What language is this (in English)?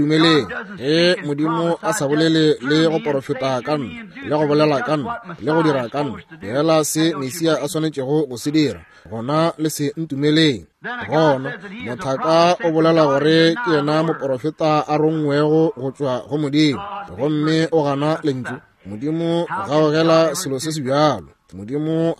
Northern Sotho